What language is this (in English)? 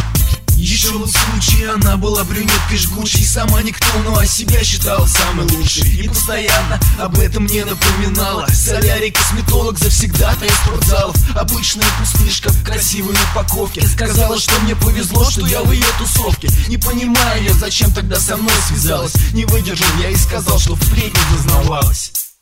Russian